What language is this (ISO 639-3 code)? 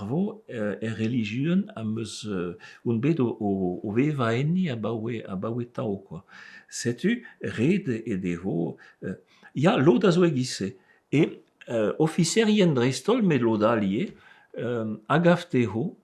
bre